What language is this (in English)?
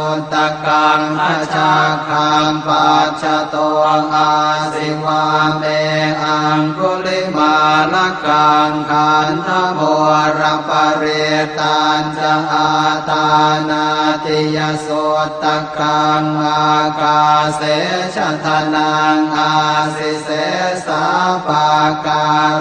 Pali